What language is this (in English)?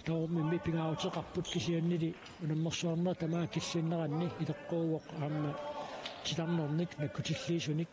Kalaallisut